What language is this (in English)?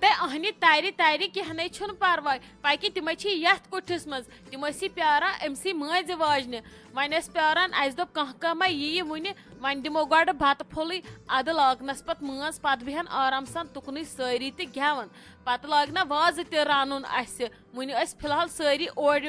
Kashmiri